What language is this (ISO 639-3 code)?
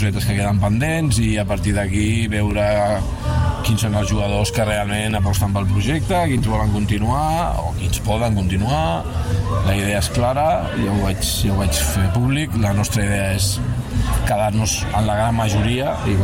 cat